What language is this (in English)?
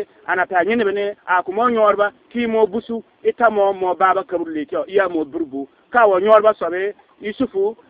Bissa